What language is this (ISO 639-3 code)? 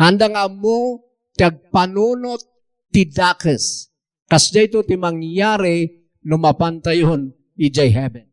ilo